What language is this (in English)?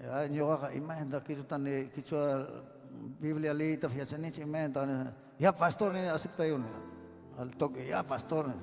Ayacucho Quechua